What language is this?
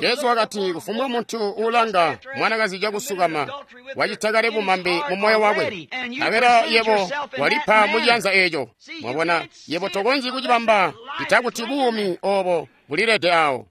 Tonga (Zambia)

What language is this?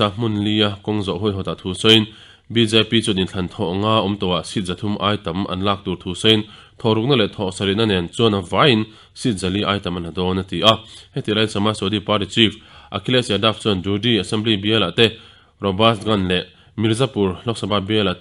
Mizo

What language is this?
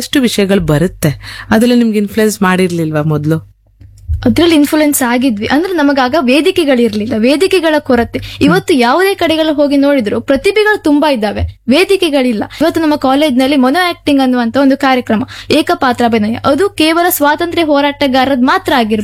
Kannada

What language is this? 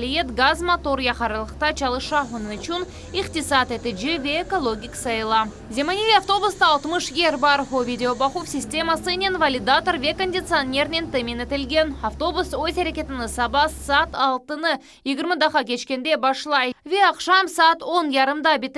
Crimean Tatar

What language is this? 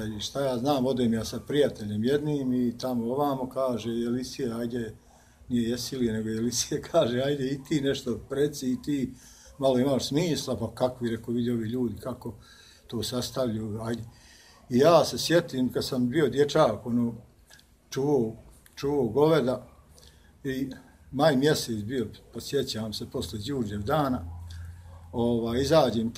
Bosnian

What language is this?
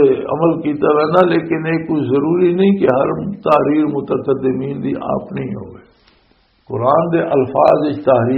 Western Panjabi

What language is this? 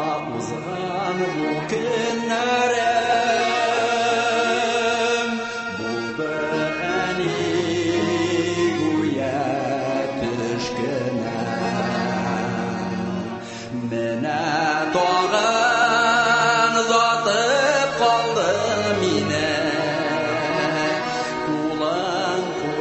Tatar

